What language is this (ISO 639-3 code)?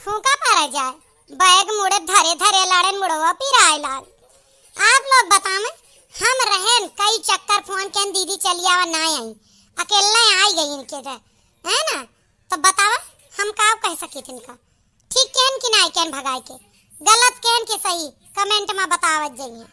awa